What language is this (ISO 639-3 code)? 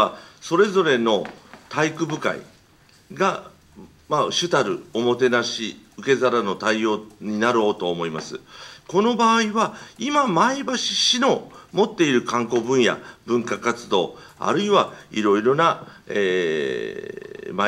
jpn